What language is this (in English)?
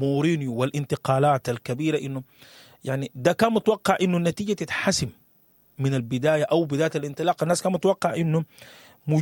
Sudanese Arabic